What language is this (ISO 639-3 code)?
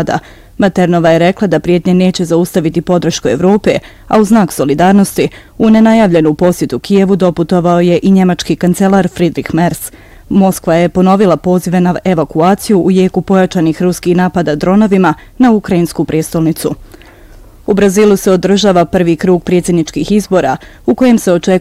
bos